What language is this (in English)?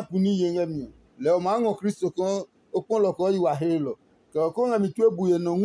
Adangme